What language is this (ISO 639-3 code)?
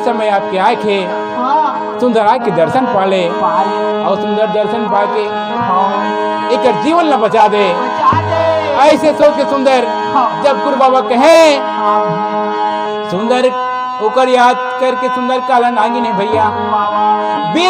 hne